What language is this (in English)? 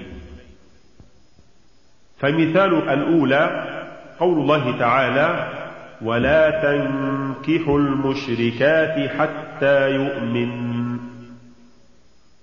Arabic